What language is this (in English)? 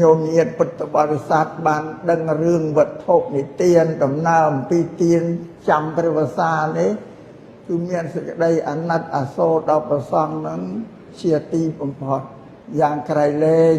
Khmer